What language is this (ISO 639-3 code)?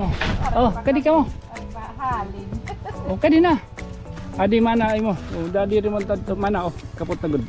war